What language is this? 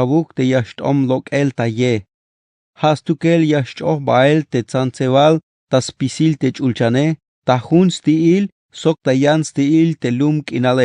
Tzeltal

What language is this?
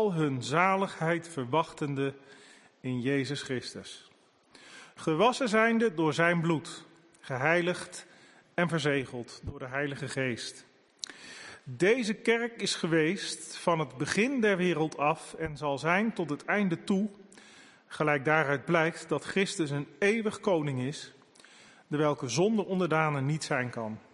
Dutch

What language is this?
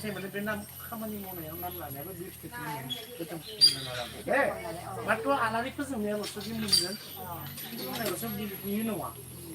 Bodo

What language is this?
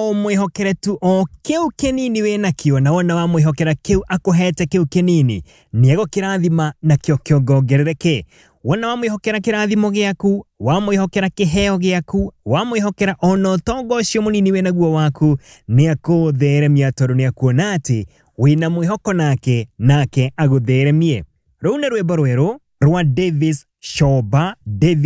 Kikuyu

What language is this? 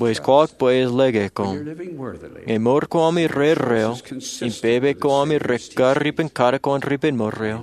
Marshallese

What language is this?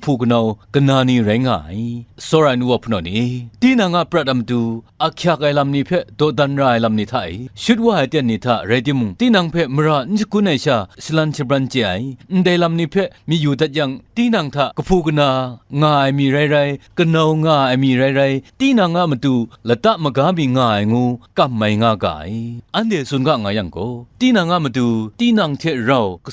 Kachin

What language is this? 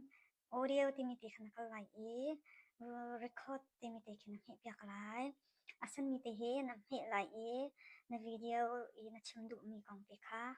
Hakha Chin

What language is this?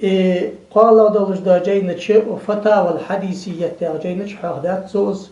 Ingush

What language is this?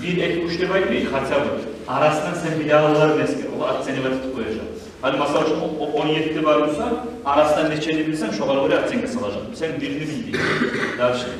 Kumyk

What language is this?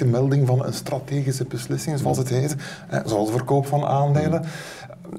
Dutch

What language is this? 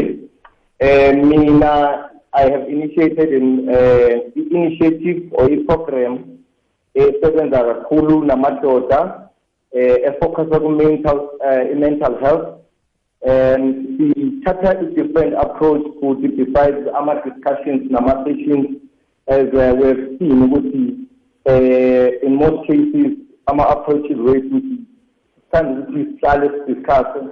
South Ndebele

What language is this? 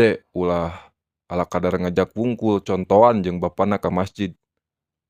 Sundanese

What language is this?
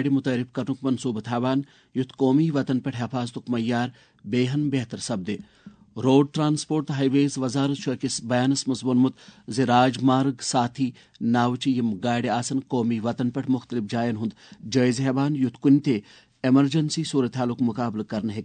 Kashmiri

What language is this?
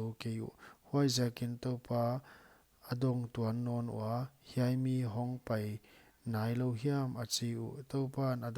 Paite Chin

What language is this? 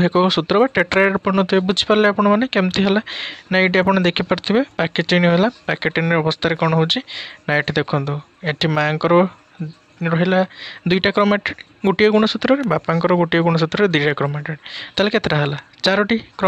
Odia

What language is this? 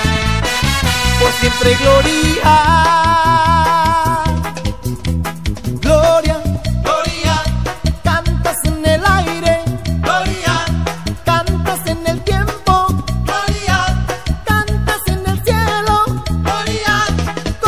Spanish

